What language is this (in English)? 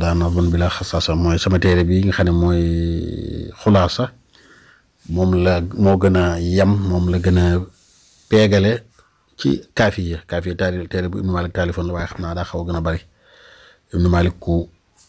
Wolof